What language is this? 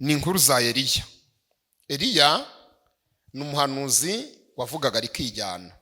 Kinyarwanda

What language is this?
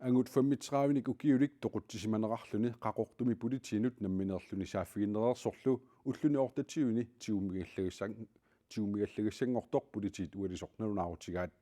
Kalaallisut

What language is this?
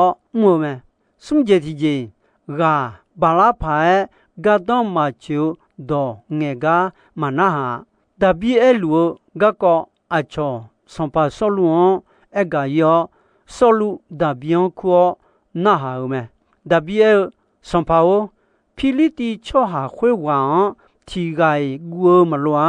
Akha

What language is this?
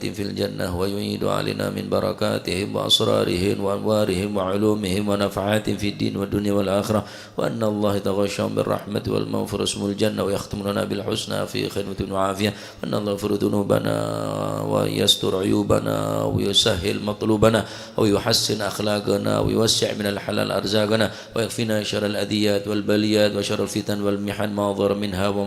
Madurese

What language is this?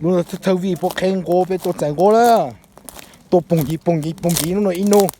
Hmong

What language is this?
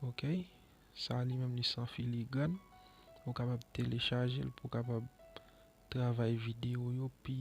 Haitian Creole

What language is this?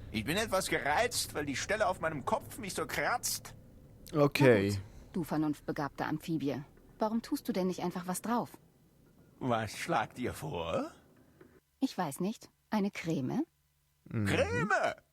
Swiss German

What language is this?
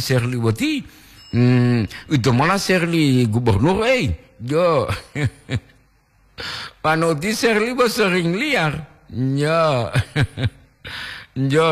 Gorontalo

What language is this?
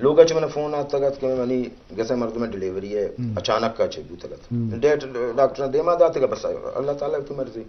Eastern Balochi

